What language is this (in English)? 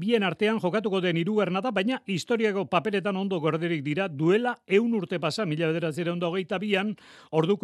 Basque